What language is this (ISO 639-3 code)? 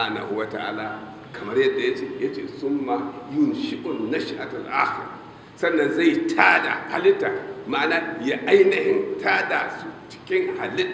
hau